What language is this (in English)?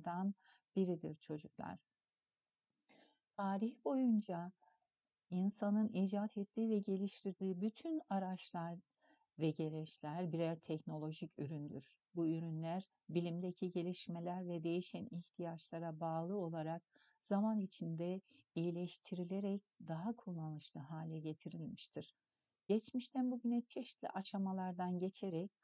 Turkish